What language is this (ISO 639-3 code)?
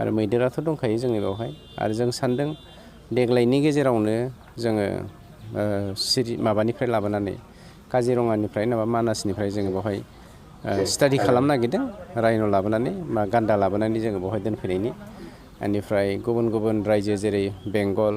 brx